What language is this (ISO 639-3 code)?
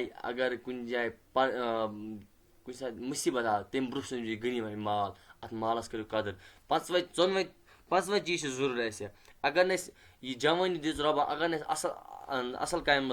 kas